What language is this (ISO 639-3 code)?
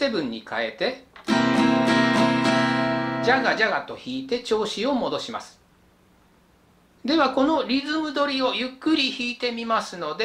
jpn